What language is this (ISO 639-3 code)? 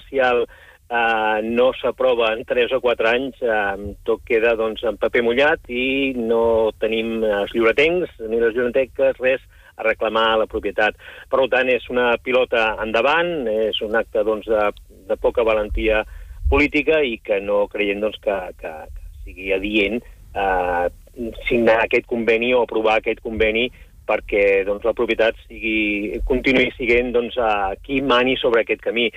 cat